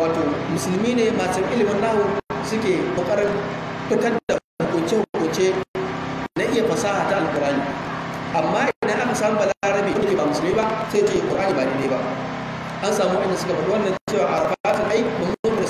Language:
Hausa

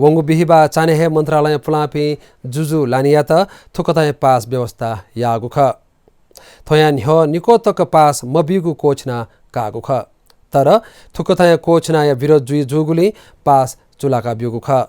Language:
Newari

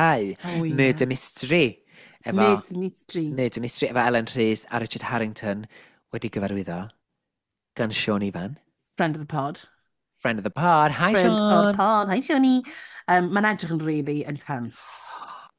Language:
Welsh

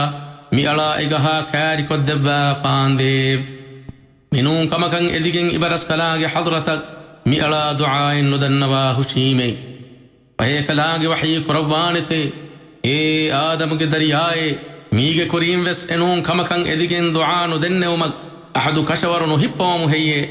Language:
Divehi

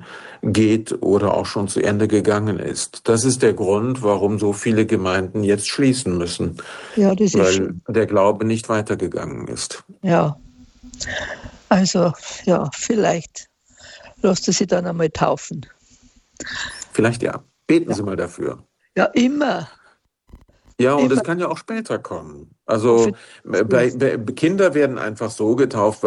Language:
German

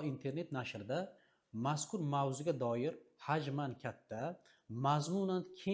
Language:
Uzbek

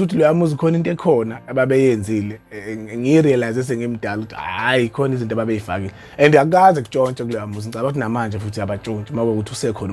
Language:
Zulu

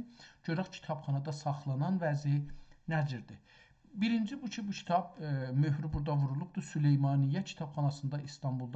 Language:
South Azerbaijani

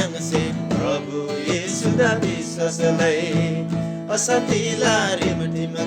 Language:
Eastern Tamang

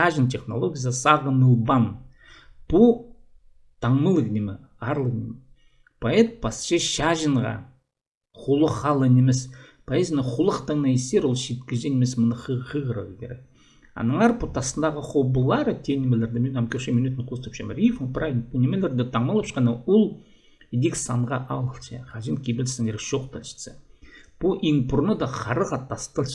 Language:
Khakas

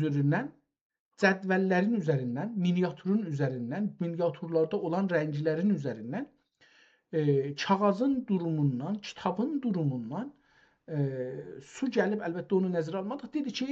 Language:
South Azerbaijani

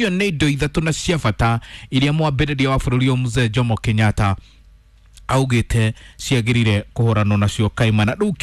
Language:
Kikuyu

